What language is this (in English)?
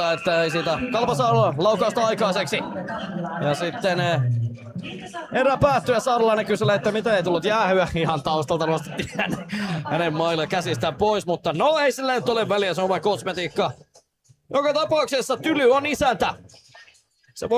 Finnish